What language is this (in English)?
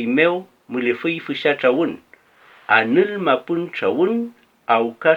Mapuche